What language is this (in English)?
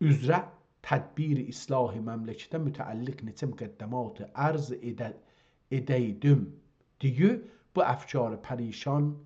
South Azerbaijani